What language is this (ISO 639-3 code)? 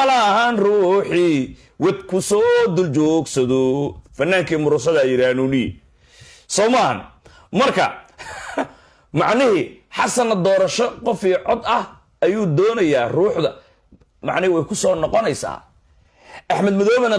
som